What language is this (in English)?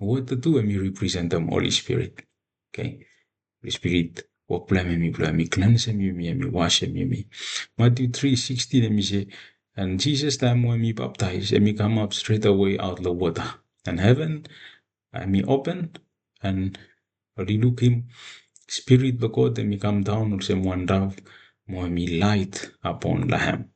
Bislama